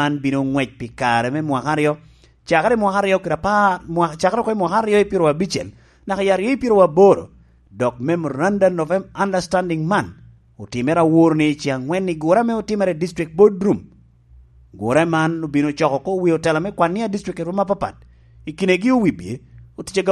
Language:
Lango (Uganda)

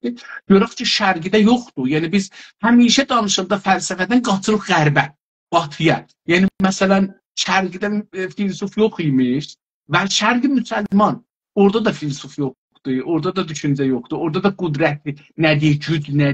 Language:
South Azerbaijani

